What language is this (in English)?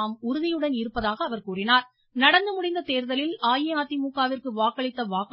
Tamil